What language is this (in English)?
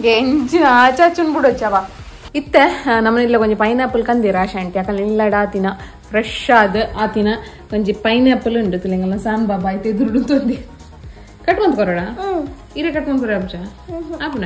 Tulu